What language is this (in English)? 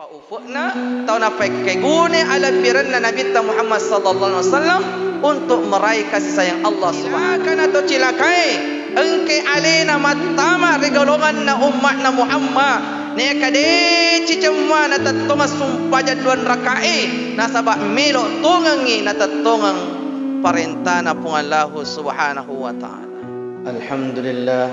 Buginese